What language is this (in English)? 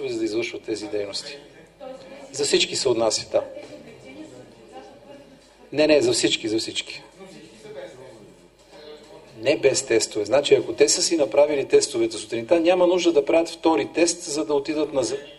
Bulgarian